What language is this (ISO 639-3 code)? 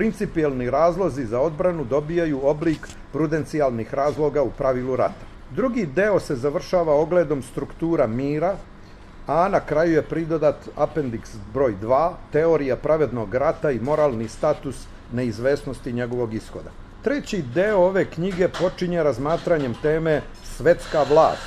srp